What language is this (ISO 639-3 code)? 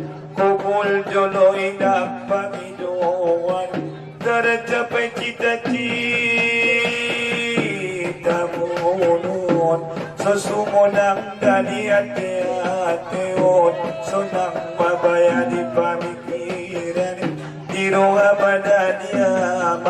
akb